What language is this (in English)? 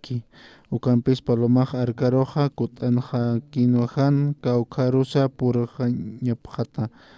Aymara